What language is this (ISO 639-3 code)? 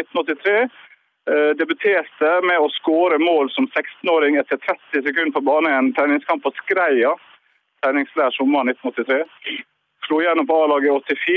nor